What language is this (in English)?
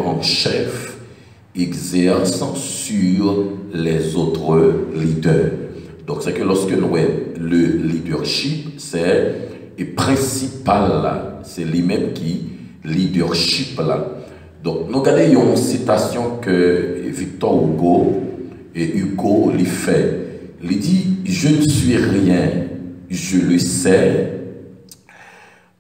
French